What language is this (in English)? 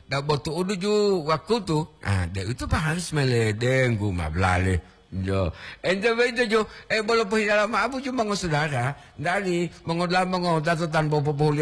Gorontalo